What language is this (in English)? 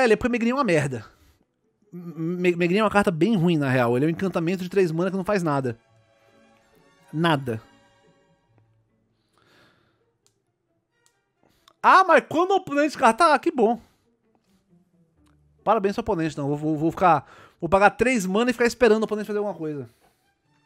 Portuguese